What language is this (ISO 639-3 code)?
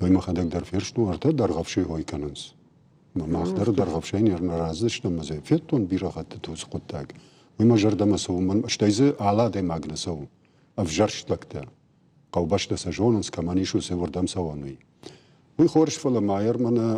oss